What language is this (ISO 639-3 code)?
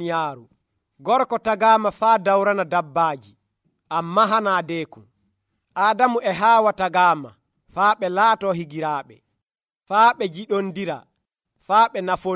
fuv